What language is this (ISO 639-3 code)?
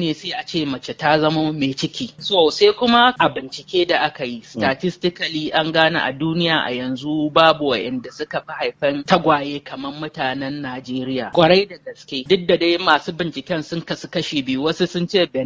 hau